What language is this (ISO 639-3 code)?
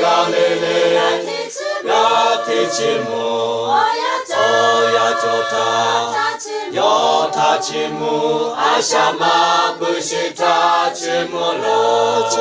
lhu